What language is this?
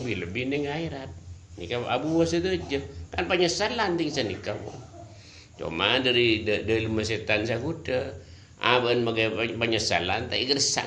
Madurese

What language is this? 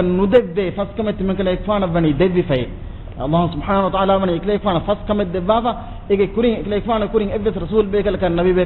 Divehi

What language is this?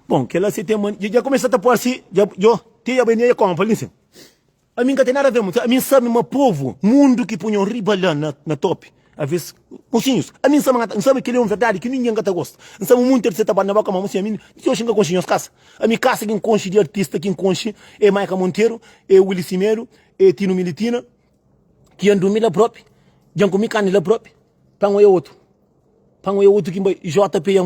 Kabuverdianu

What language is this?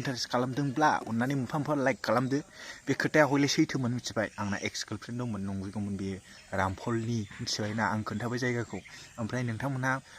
Bodo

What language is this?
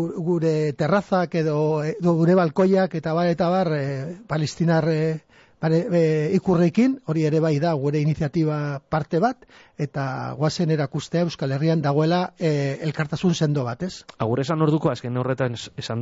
Basque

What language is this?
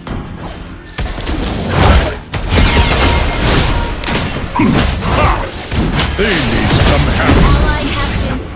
English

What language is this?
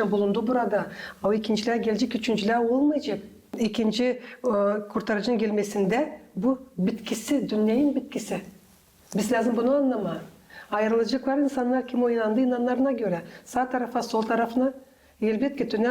Gagauz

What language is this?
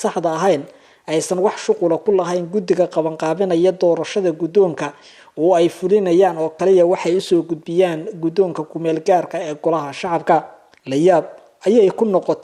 Somali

